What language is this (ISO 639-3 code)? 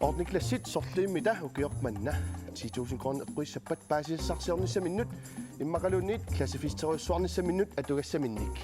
kal